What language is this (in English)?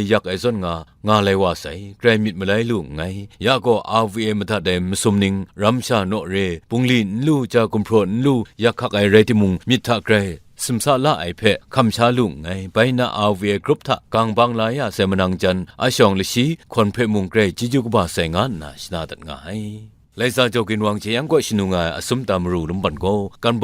Kachin